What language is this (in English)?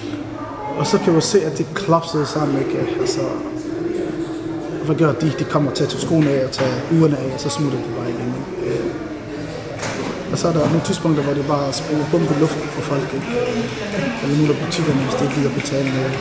Danish